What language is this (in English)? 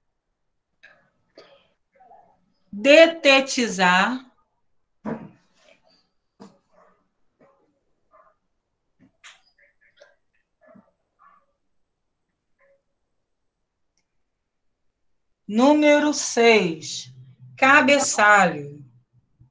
Portuguese